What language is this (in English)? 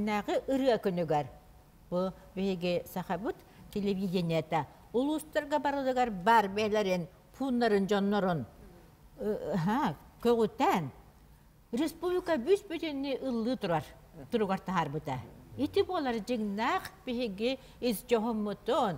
Yakut